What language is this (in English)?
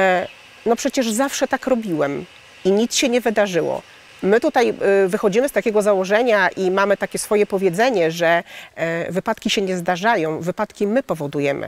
Polish